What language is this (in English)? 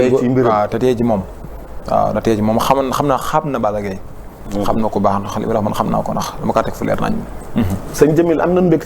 Wolof